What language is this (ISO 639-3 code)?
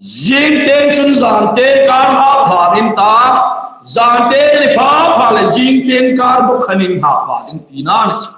hmr